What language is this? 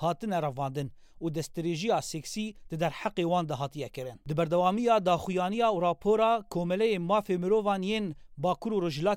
Kurdish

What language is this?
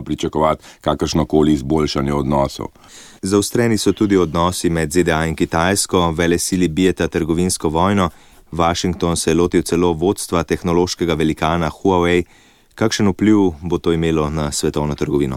Slovenian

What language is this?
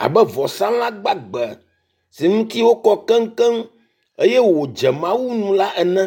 Ewe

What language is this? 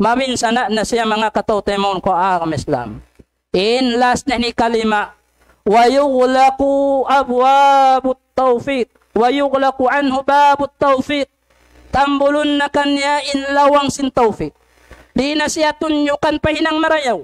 Tausug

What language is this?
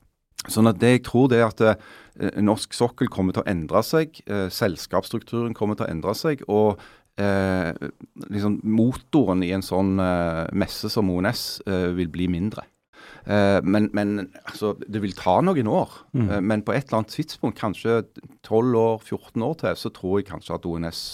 Norwegian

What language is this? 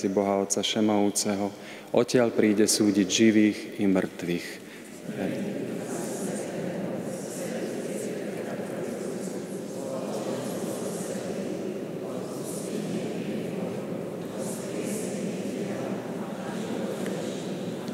Slovak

